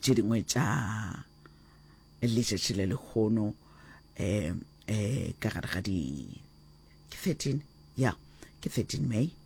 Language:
Northern Sotho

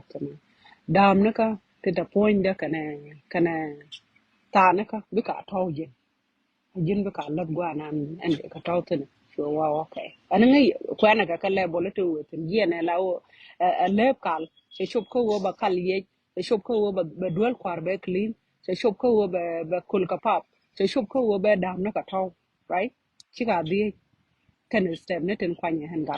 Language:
Nuer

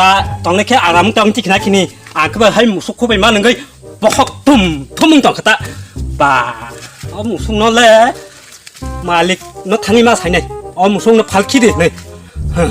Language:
Kok Borok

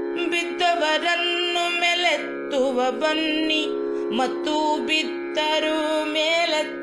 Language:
Kannada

